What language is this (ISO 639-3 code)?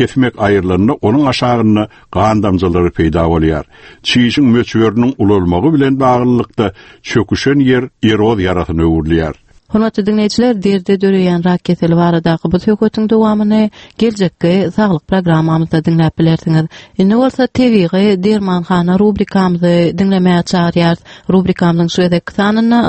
tuk